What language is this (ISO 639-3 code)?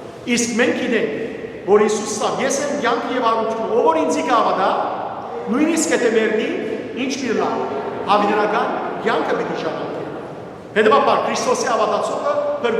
hyw